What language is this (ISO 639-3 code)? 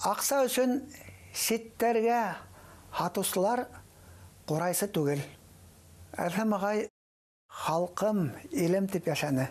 bak